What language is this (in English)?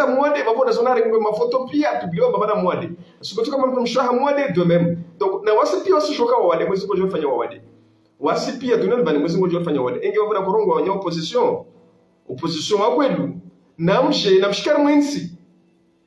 Ngazidja Comorian